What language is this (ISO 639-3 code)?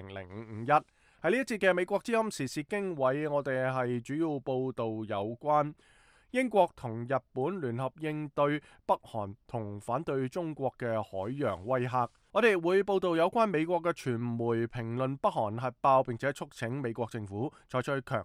yue